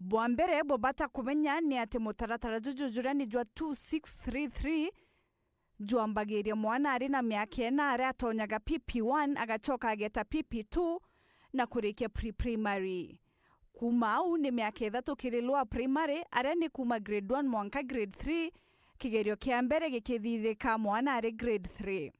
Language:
Meru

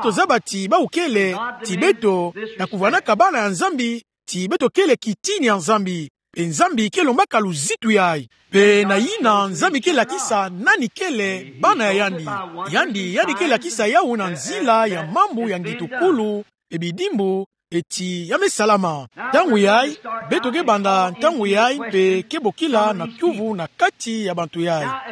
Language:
Kituba (Democratic Republic of Congo)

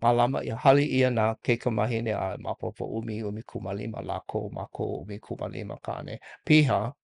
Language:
Hawaiian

